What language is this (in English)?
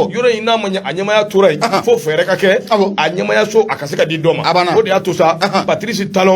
Bambara